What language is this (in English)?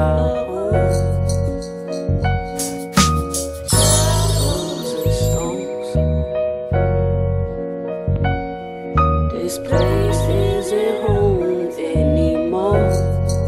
English